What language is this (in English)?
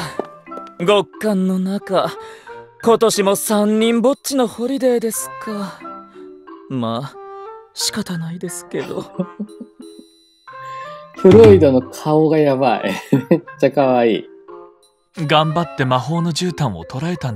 Japanese